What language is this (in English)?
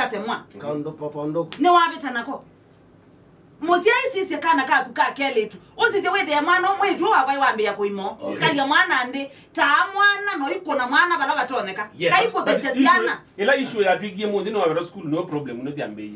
Kamba